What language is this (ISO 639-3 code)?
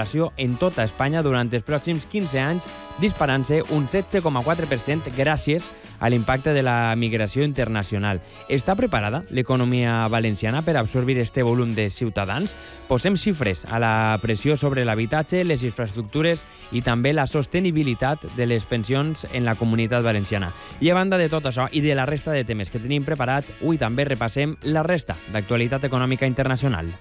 cat